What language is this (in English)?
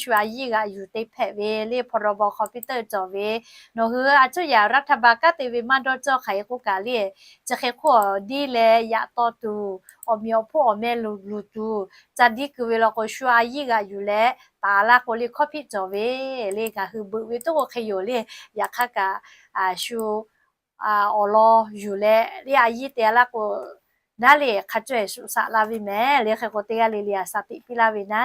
Lahu